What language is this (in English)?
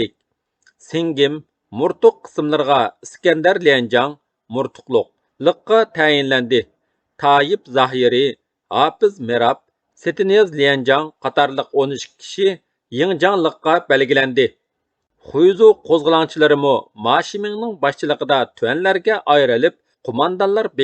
Uyghur